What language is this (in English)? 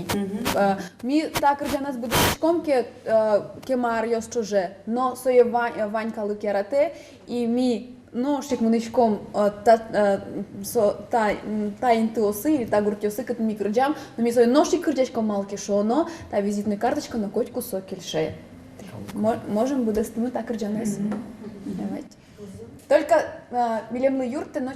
Udmurt